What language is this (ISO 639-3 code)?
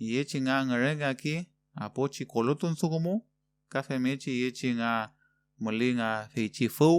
arn